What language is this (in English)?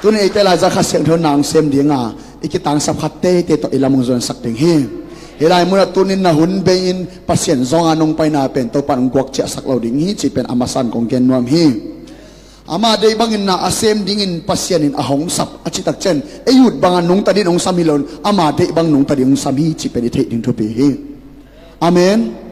Tedim Chin